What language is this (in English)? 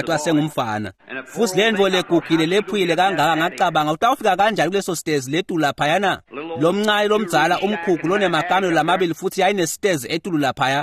Swati